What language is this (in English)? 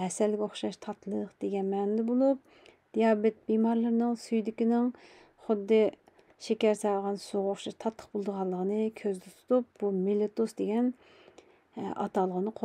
Uyghur